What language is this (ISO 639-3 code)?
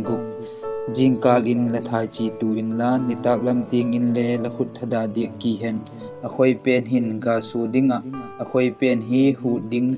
vap